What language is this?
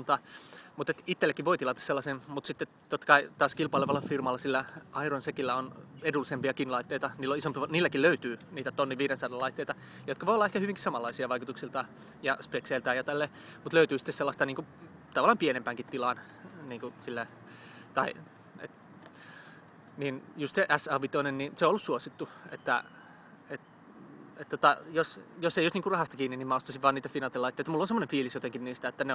Finnish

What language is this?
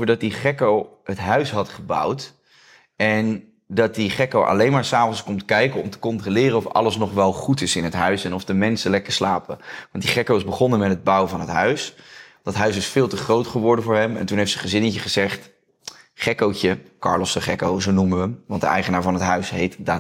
Dutch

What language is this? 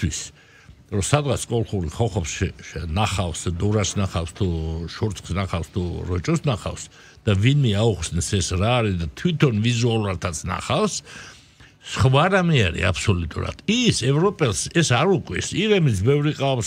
Georgian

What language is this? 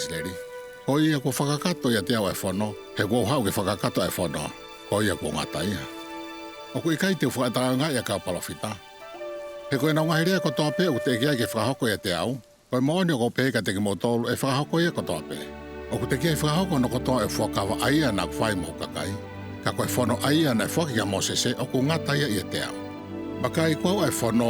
Tongan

